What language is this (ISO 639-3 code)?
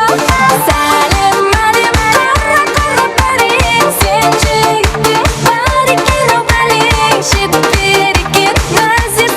kaa